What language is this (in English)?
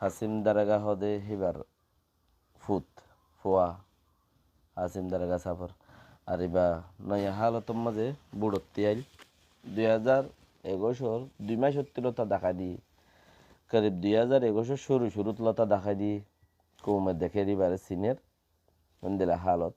Rohingya